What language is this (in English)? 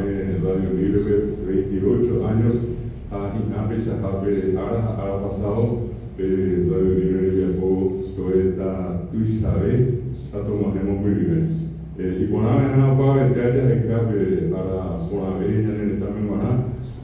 Guarani